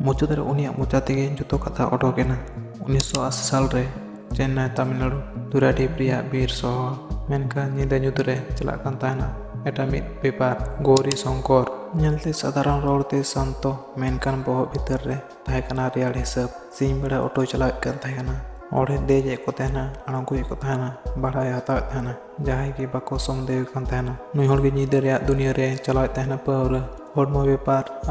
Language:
Santali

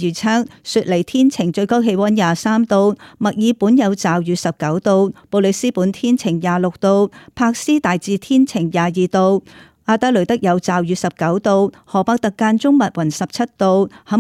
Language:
Cantonese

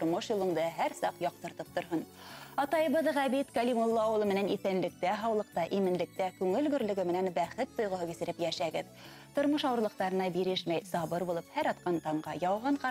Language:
Bashkir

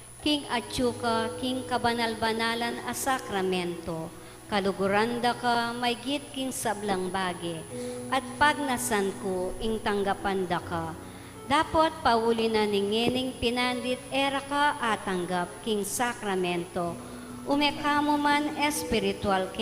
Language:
Pampanga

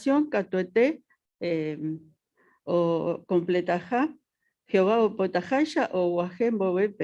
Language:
Guarani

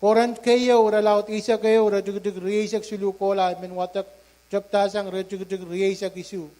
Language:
Pohnpeian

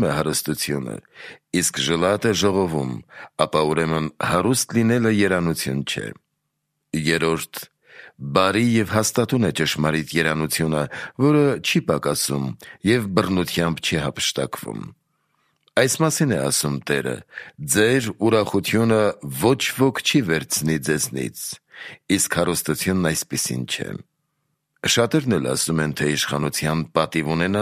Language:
Armenian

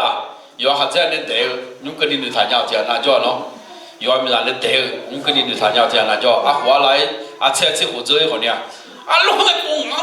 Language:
Akha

